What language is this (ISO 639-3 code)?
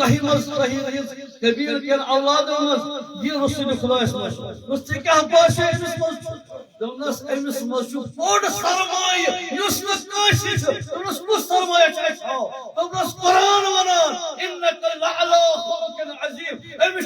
kas